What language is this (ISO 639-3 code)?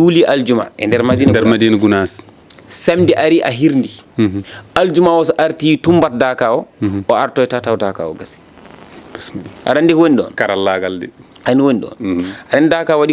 ful